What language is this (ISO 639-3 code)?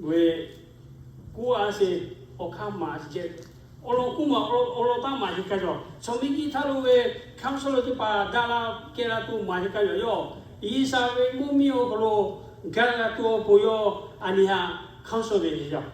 lhu